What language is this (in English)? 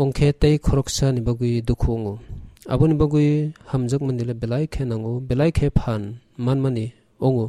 Kok Borok